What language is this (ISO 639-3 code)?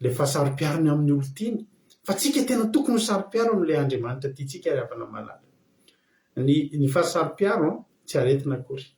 mlg